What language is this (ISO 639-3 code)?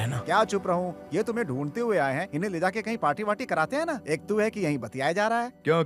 hin